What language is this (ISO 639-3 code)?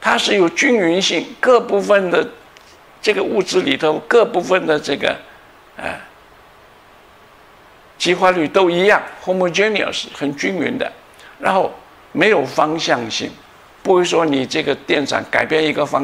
zho